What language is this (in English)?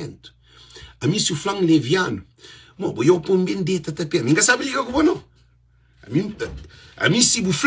Kabuverdianu